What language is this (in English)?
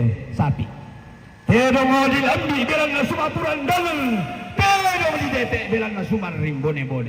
Toraja-Sa'dan